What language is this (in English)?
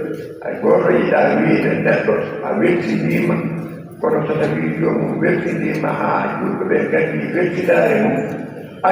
Fula